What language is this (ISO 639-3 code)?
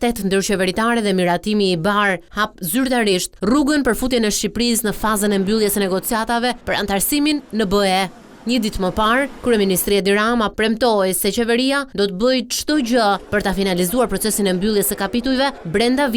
sqi